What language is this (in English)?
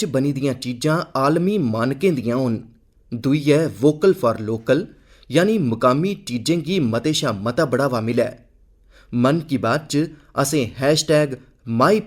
Dogri